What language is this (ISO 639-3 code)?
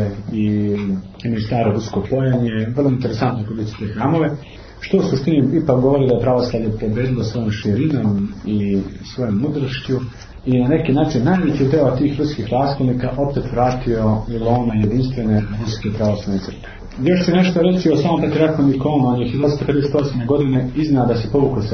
srp